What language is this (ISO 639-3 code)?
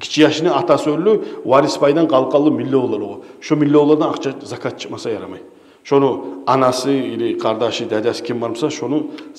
kum